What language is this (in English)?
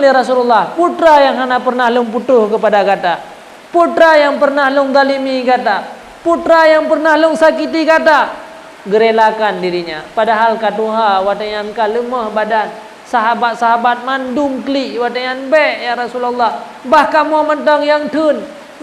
Achinese